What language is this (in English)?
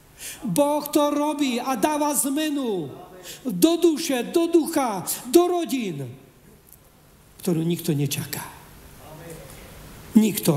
Slovak